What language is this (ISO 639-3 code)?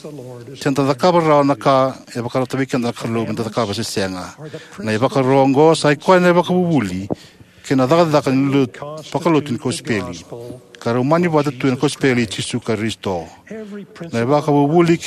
fij